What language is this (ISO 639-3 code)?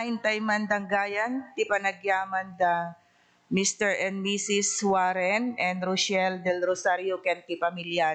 ilo